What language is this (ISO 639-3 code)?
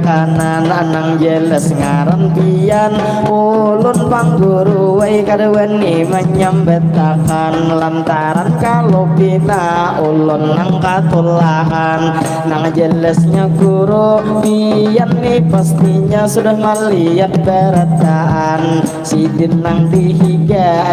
bjn